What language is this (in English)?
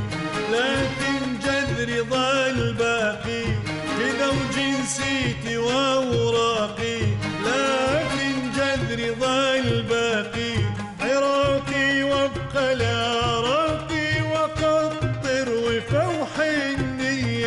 Mesopotamian Arabic